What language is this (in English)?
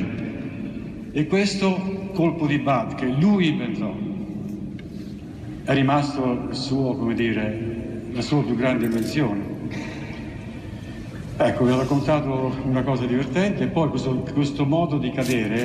Italian